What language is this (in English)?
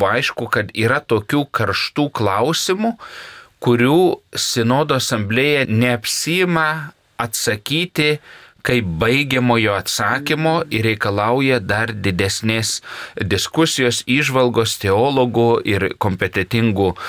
Lithuanian